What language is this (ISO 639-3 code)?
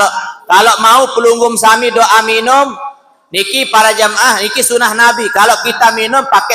sas